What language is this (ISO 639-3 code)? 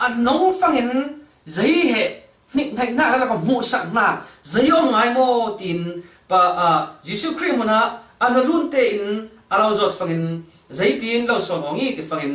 cfm